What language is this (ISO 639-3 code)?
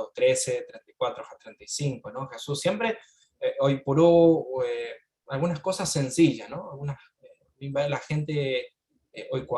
grn